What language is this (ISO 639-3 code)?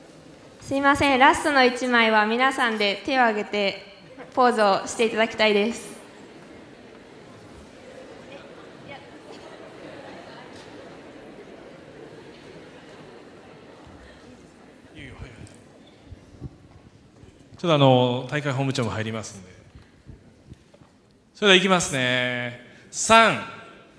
jpn